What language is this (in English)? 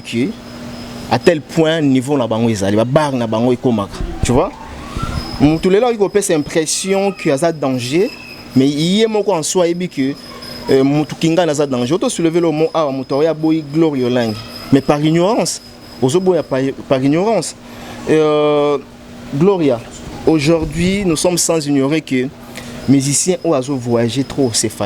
Lingala